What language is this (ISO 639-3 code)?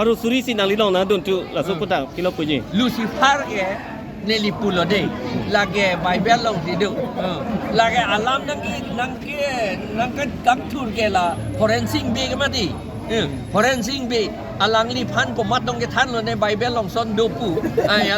mjw